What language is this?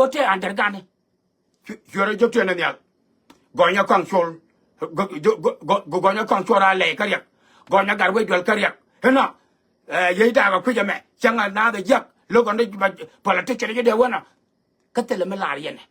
Nuer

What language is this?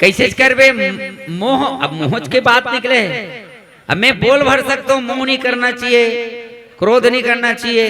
Chhattisgarhi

